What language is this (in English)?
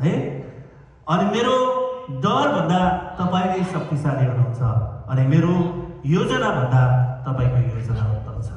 Nepali